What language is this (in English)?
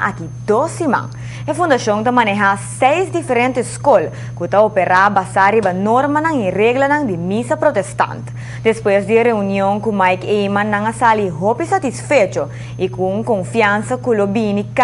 Papiamento